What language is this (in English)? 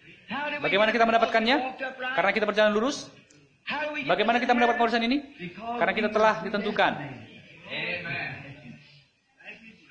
Indonesian